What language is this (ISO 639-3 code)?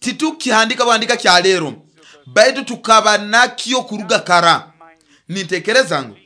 nyo